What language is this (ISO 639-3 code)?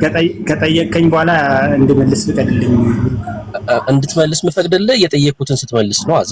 amh